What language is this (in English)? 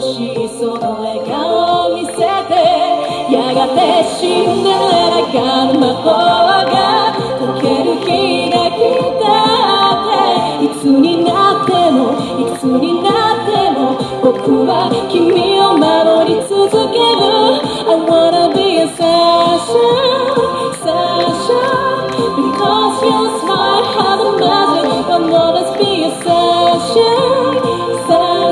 Japanese